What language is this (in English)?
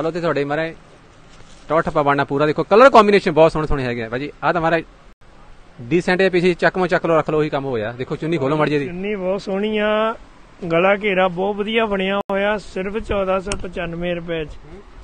Punjabi